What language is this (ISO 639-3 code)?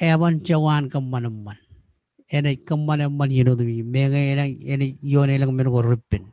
mah